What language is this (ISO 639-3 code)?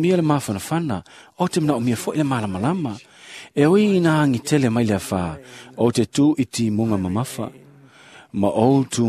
smo